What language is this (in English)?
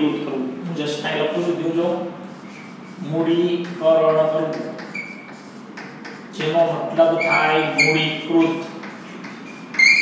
Gujarati